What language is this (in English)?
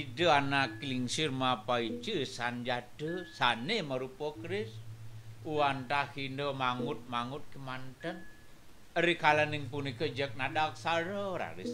Balinese